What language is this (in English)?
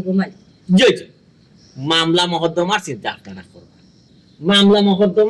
Sylheti